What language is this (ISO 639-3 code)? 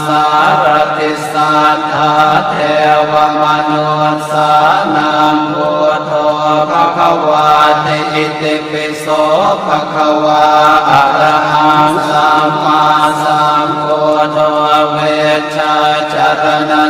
pli